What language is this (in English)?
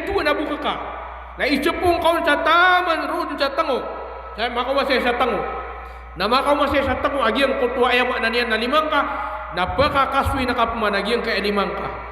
Maranao